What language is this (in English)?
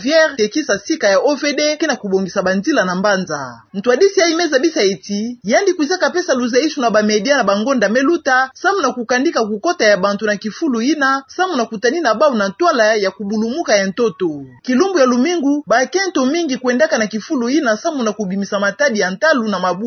Kituba (Democratic Republic of Congo)